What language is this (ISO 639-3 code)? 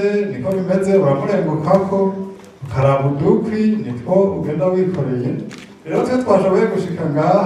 run